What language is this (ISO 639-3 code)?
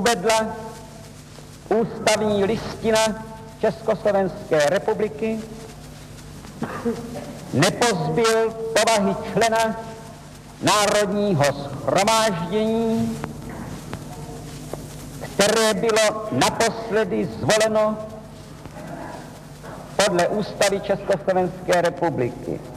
ces